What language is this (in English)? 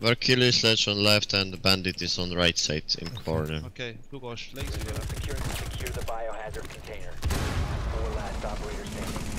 Swiss German